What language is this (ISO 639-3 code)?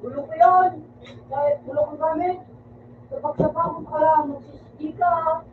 bik